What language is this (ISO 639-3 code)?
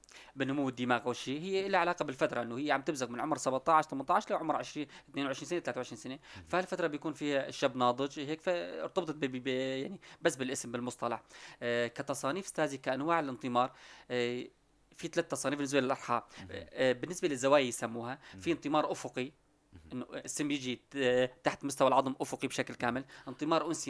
apc